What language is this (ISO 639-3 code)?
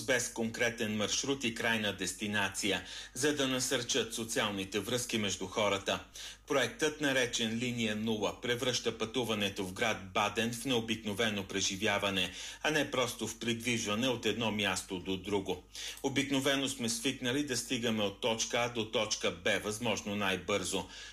bul